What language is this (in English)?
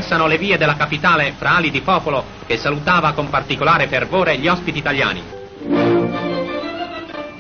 Italian